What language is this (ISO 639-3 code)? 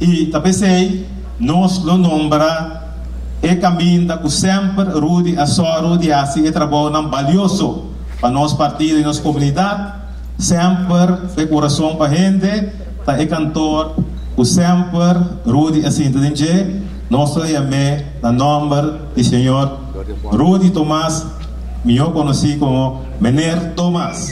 pap